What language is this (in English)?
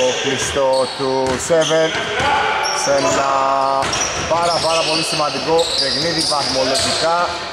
Greek